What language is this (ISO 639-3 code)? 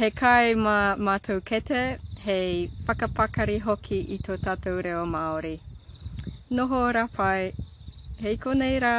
mri